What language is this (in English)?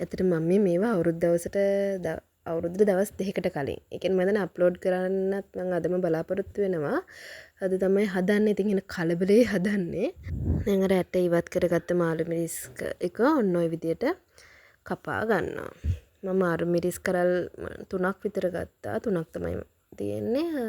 Sinhala